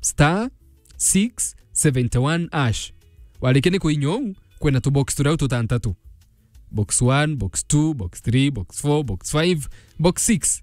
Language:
Meru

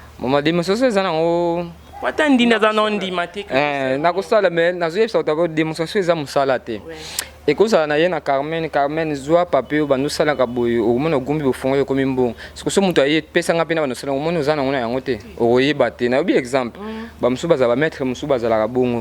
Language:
Lingala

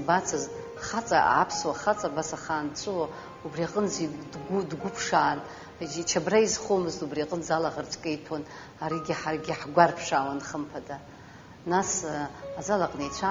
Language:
Abkhazian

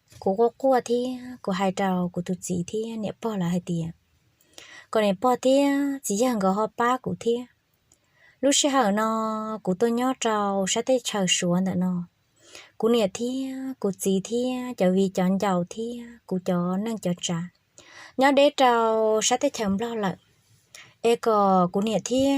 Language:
Hmong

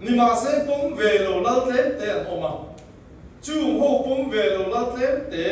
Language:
Mizo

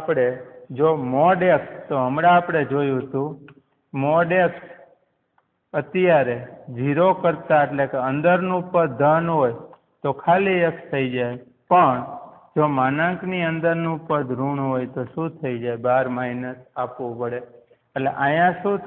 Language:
Gujarati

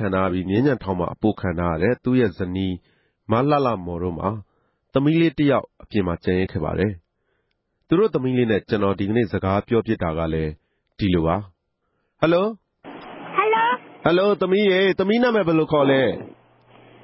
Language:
Burmese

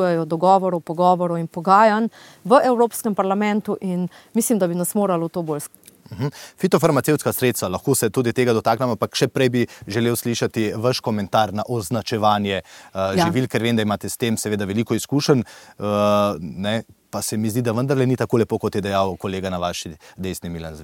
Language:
Slovenian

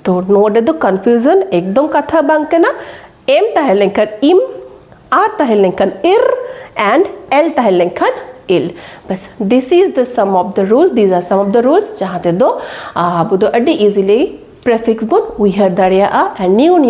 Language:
Santali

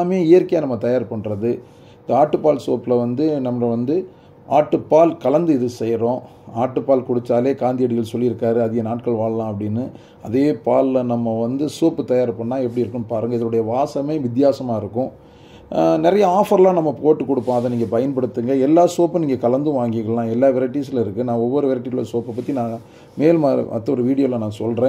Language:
Tamil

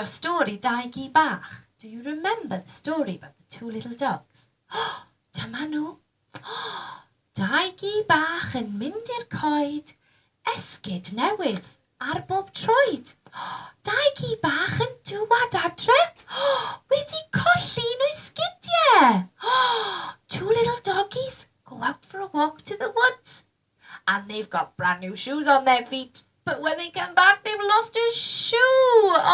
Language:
Welsh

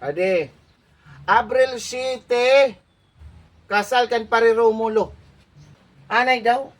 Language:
Waray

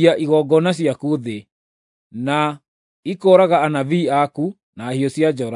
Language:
Kikuyu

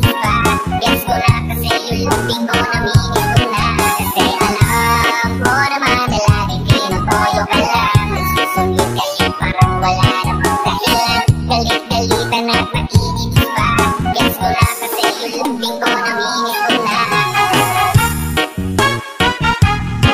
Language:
Filipino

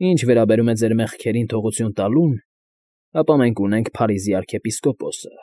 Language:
Armenian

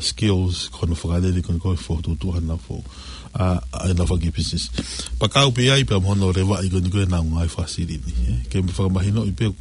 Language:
Tongan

